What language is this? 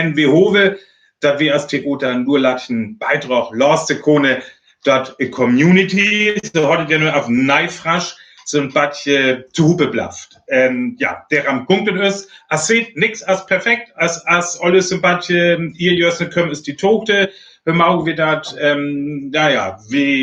Northern Frisian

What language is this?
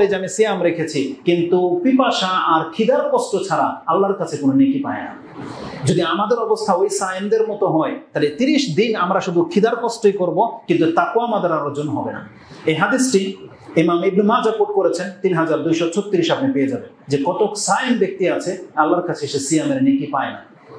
Bangla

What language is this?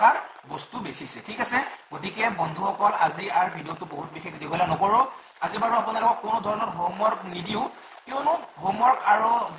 Assamese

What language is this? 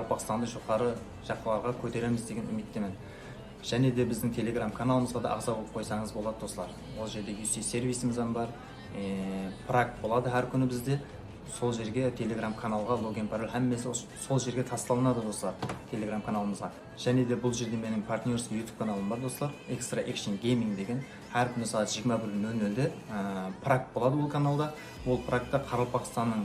Kara-Kalpak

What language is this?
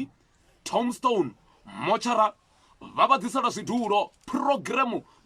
Venda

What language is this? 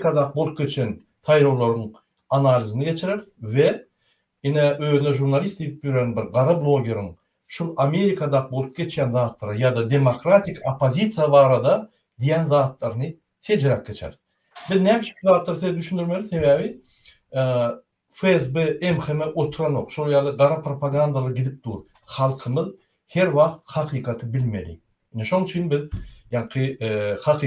Turkmen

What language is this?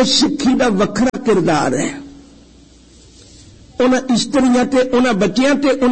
Punjabi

